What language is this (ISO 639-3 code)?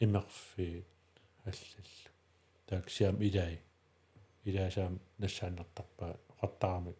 kal